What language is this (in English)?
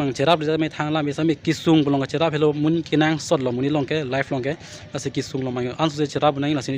Karbi